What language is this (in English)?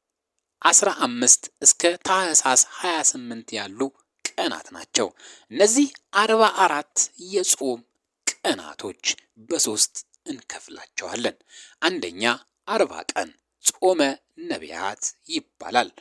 Amharic